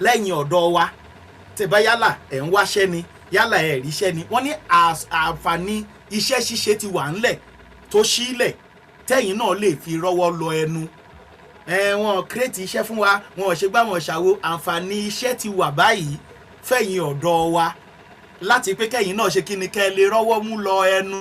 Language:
Yoruba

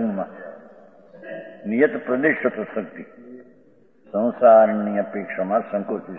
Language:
Gujarati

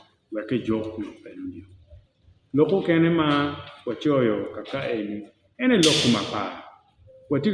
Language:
Acoli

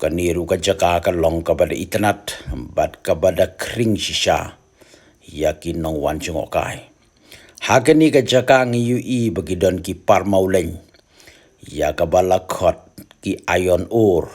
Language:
Khasi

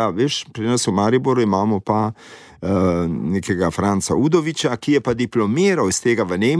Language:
Slovenian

